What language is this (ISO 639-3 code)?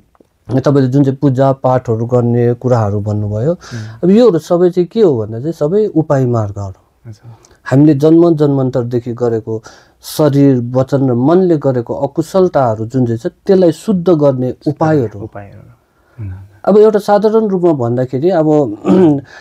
nep